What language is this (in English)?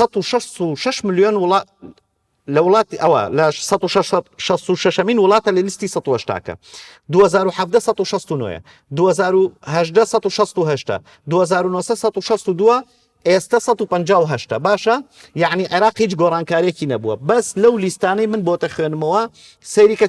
Central Kurdish